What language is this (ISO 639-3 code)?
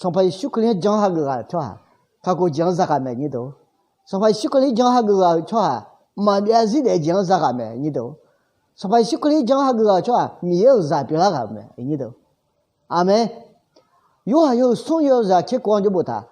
ahk